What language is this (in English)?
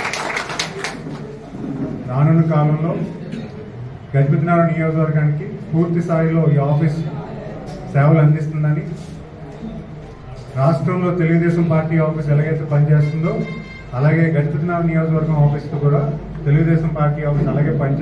Telugu